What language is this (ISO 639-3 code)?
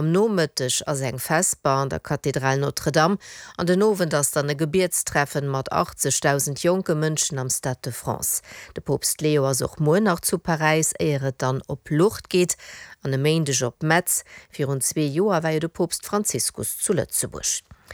ltz